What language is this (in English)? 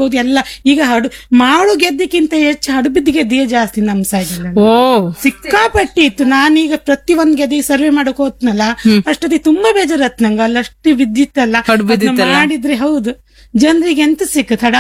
Kannada